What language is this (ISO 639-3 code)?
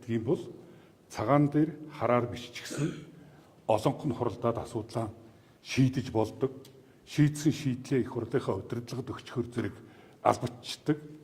mon